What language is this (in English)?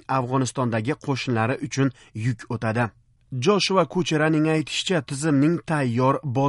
Uzbek